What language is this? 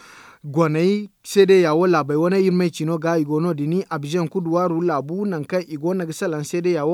Zarma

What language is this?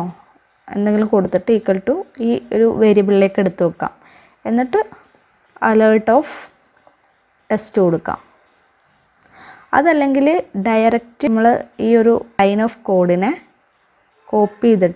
Malayalam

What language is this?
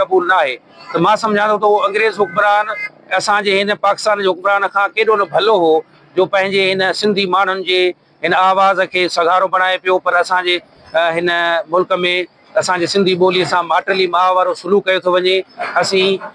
Sindhi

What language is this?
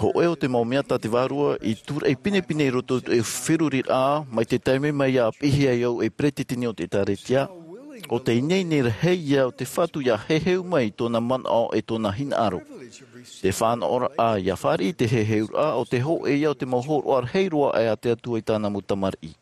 Tahitian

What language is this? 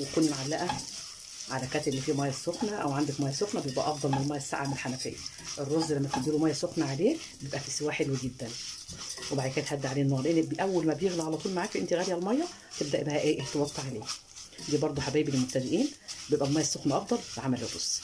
Egyptian Arabic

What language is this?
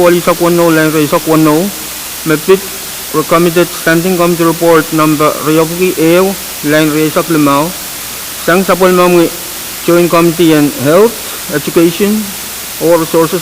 Pohnpeian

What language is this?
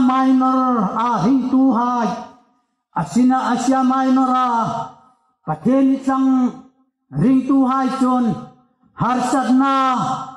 Hmar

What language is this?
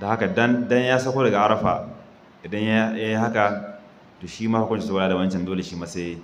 Hausa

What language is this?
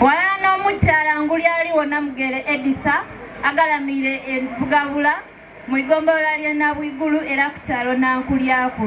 Soga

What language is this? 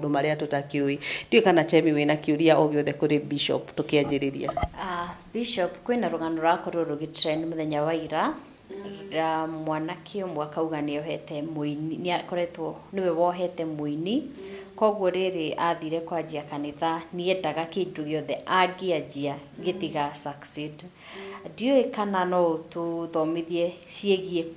Kikuyu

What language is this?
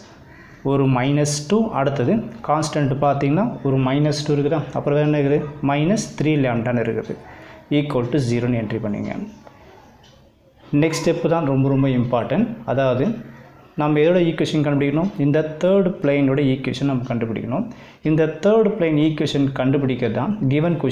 Tamil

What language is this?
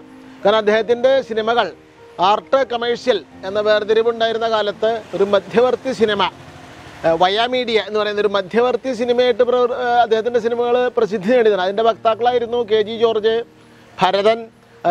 Malayalam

